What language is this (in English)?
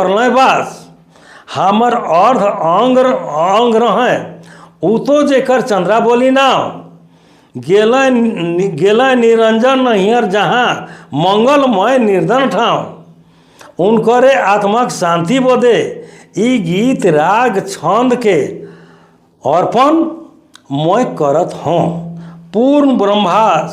Sadri